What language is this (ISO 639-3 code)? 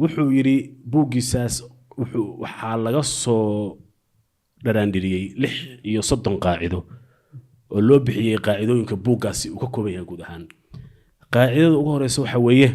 som